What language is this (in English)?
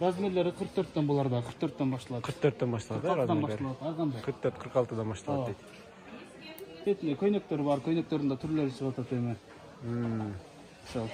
Kyrgyz